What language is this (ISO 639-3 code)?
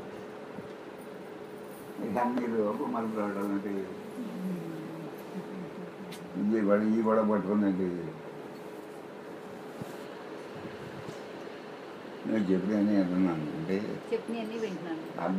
tel